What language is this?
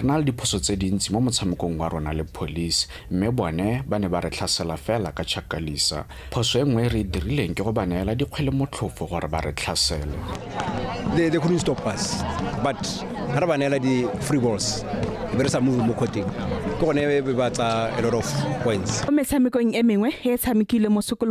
Tswana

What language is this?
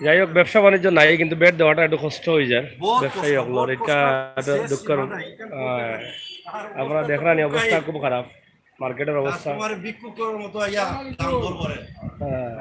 Sylheti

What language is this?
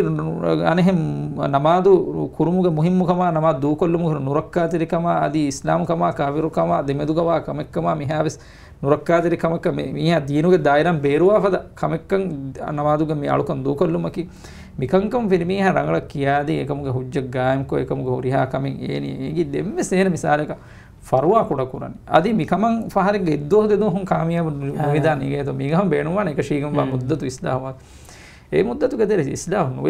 Divehi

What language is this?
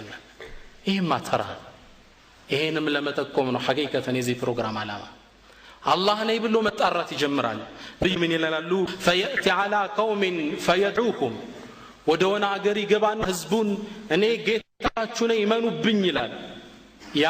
Amharic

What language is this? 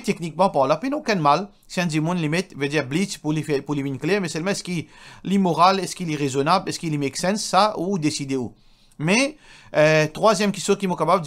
Morisyen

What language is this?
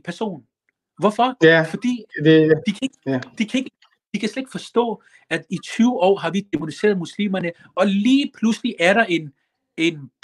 Danish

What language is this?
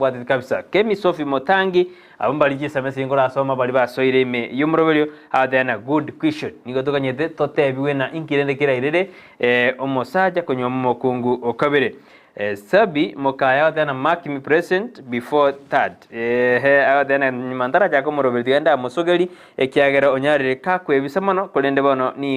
Gusii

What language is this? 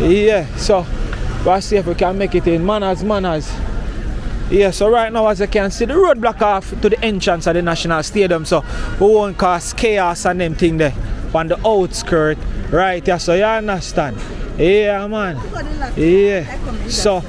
Jamaican Creole English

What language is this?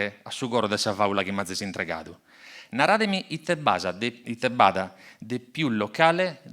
Sardinian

